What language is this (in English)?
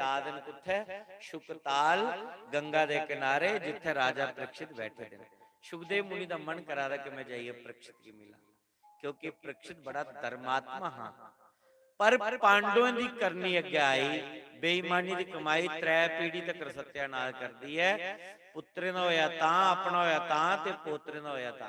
Dogri